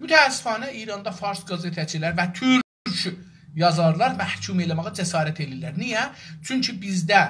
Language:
South Azerbaijani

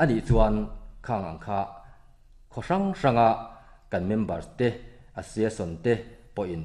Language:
Mizo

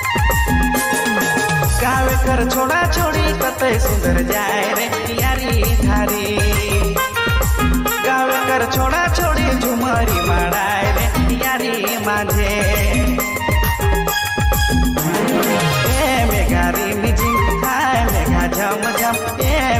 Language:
Sadri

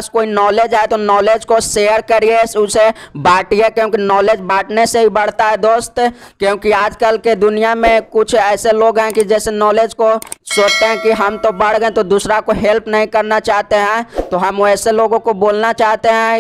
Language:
Hindi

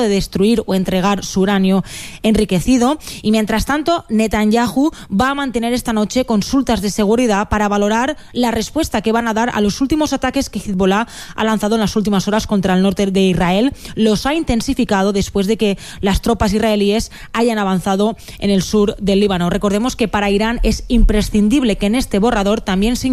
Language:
Spanish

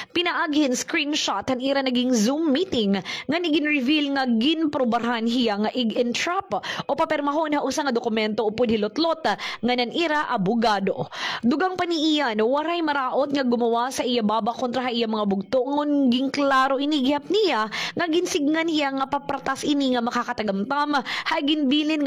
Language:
Waray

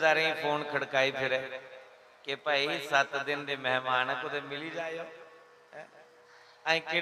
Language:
Dogri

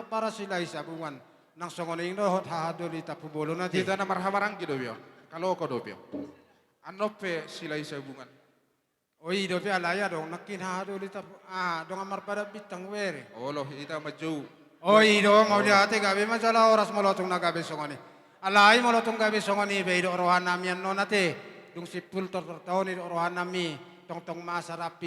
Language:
Batak Toba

